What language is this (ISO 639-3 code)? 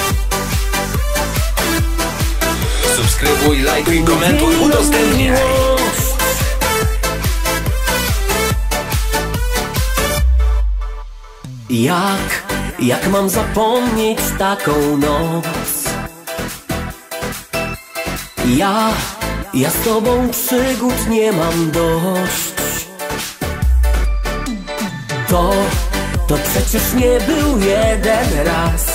pol